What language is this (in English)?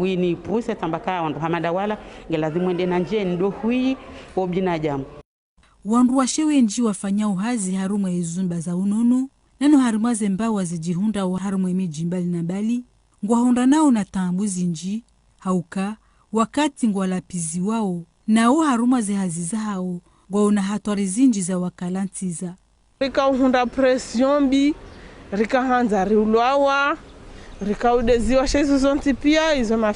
Ngazidja Comorian